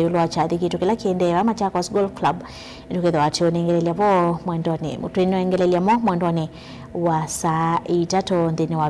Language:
Kamba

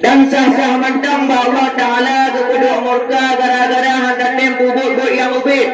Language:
Achinese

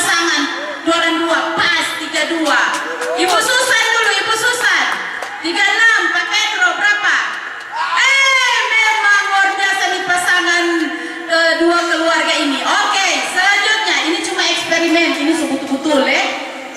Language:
Manado Malay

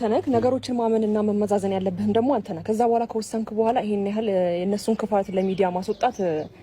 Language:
Amharic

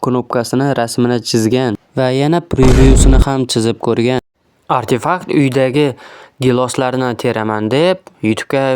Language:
Uzbek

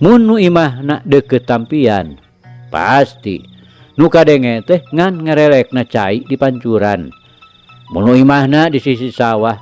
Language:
Sundanese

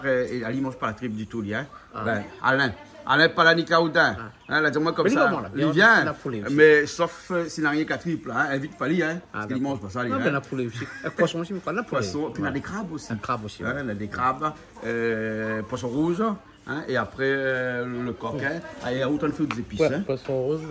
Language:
Réunion Creole French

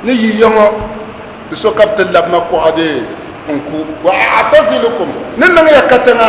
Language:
Dagbani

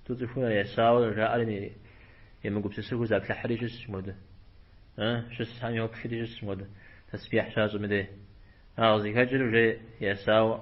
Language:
Kabardian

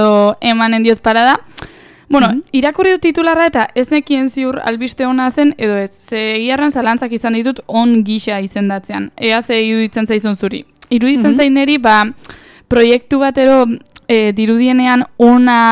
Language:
Basque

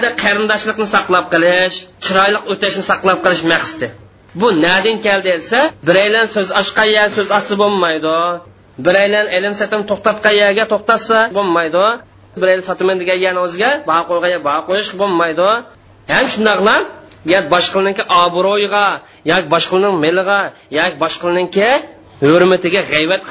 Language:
Uyghur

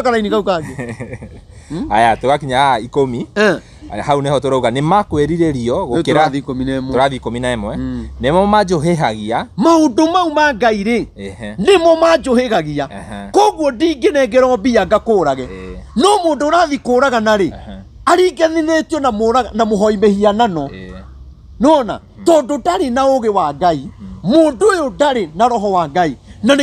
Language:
Kikuyu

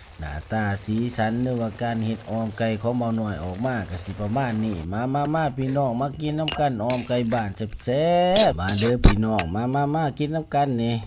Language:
Lao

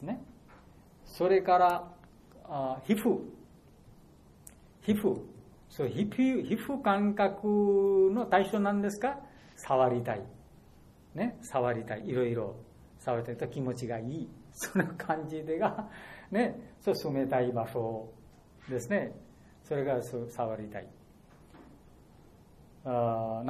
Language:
Japanese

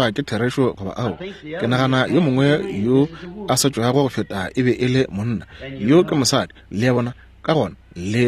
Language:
Northern Sotho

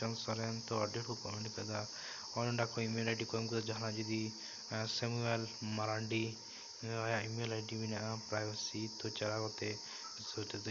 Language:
Santali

